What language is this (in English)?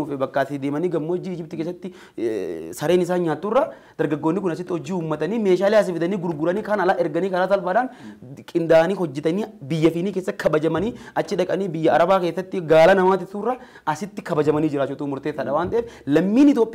Oromo